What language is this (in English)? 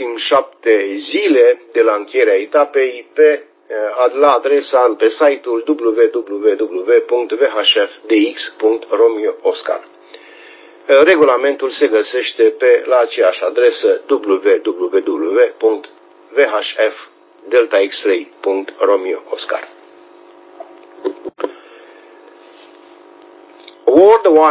Romanian